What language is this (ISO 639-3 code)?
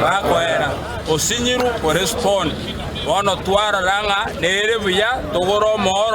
guz